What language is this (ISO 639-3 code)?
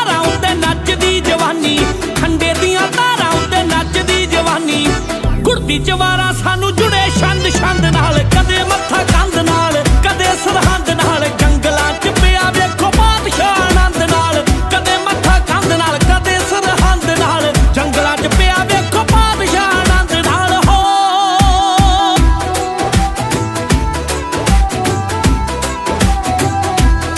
pan